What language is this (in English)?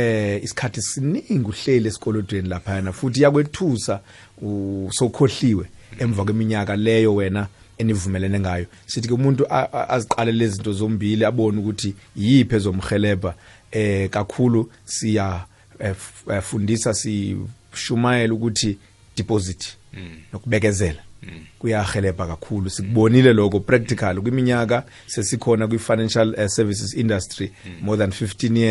South Ndebele